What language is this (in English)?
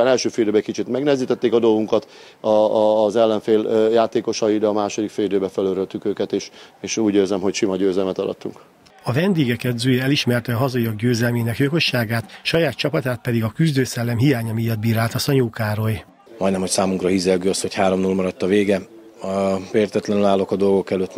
Hungarian